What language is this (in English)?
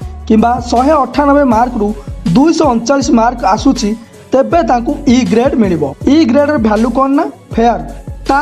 Odia